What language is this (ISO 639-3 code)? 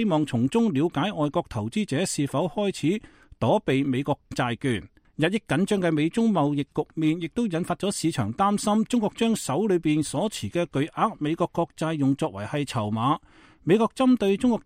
yue